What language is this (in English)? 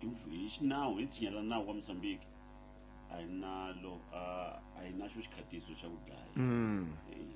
Tsonga